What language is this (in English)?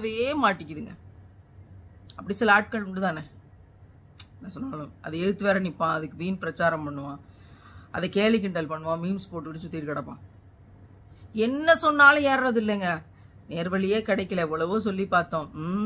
Tamil